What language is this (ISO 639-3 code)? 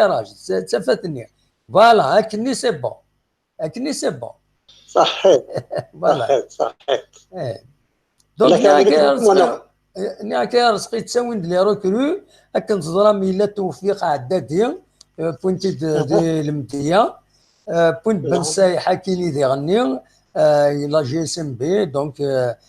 kab